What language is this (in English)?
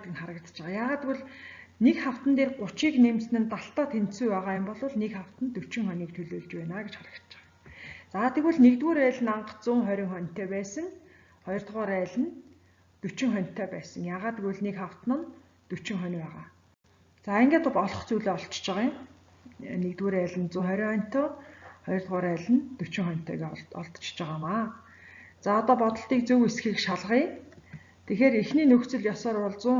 Mongolian